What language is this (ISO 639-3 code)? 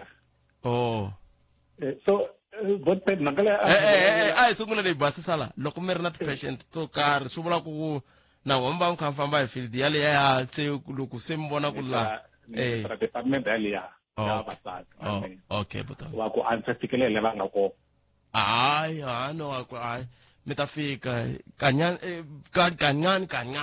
tso